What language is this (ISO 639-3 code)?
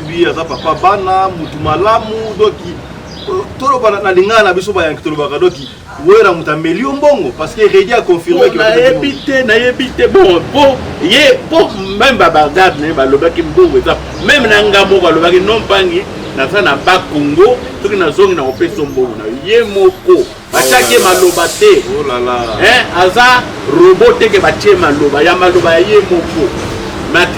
lin